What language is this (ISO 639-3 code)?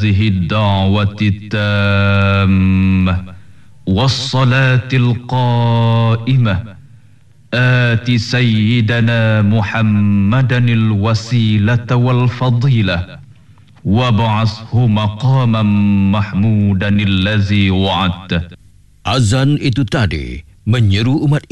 msa